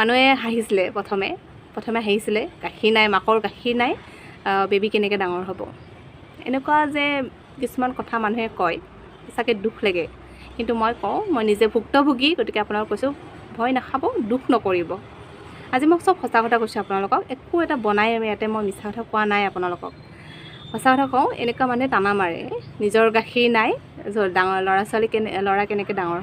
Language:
Assamese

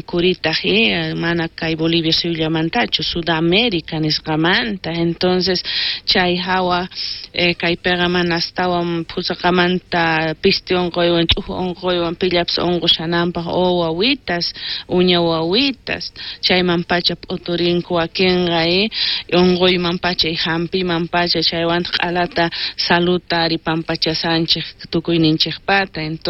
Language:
South Bolivian Quechua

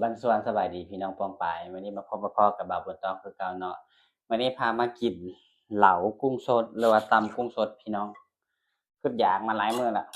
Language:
Northeastern Thai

